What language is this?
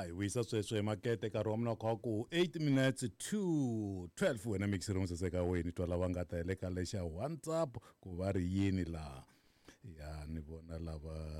Tsonga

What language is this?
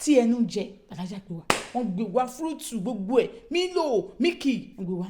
Yoruba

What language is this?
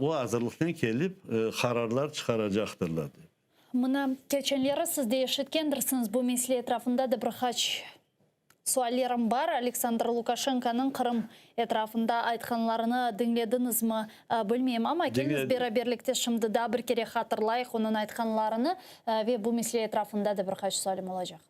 Crimean Tatar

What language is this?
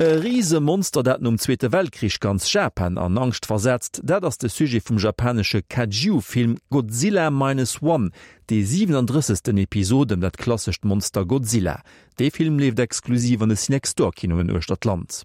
Luxembourgish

